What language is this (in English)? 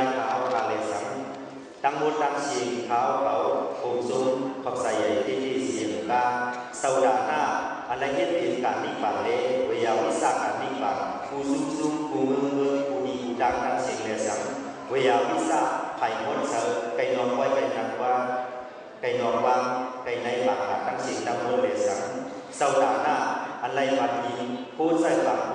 Shan